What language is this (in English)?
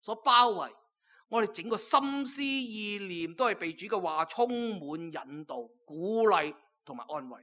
Cantonese